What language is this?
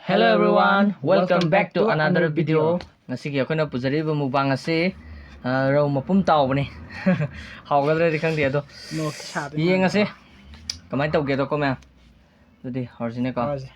Manipuri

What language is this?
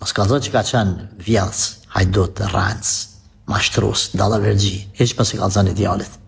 Albanian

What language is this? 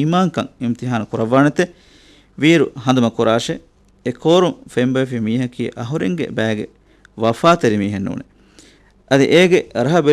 Divehi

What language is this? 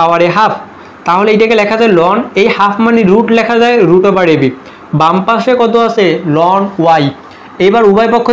Bangla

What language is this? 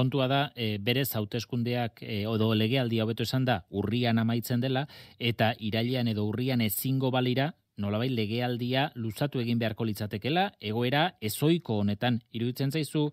Basque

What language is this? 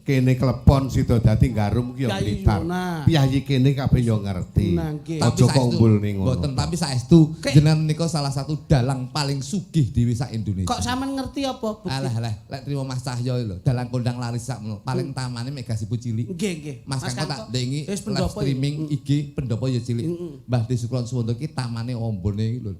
Javanese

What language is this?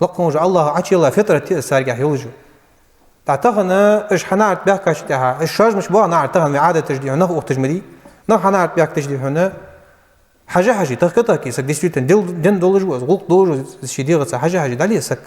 Ingush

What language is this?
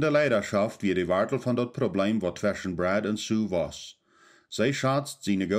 Plautdietsch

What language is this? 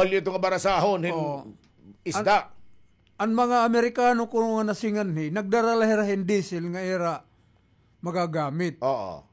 Waray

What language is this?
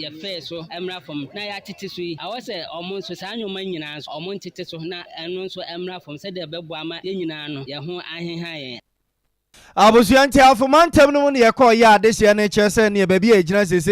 Akan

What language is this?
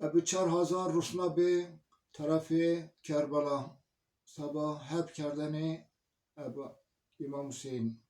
Zaza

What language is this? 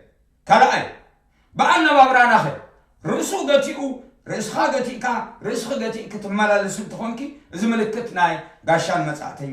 Tigrinya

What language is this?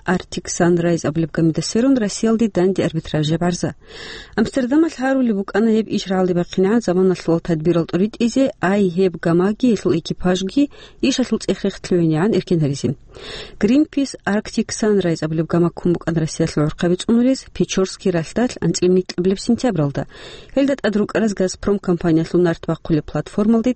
Avaric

